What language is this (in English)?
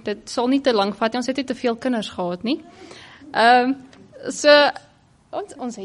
Afrikaans